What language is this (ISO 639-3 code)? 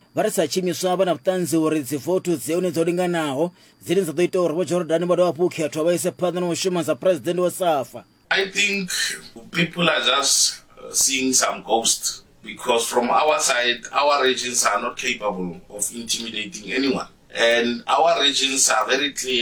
ven